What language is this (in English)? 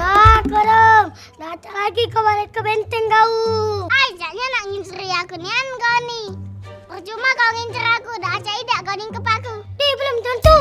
Musi